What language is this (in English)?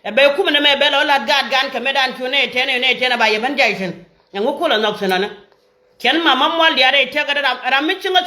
Nuer